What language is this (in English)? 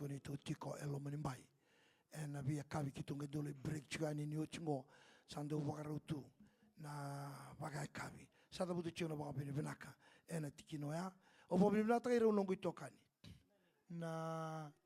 Fijian